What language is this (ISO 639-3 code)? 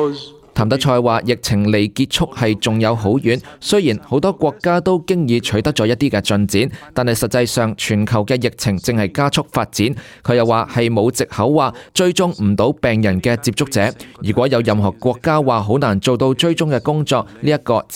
yue